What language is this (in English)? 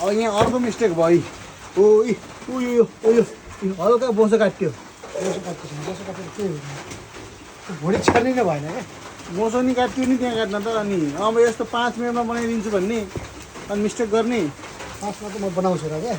Nepali